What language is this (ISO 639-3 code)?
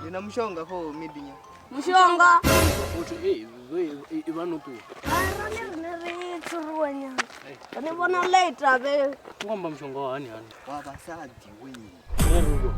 ven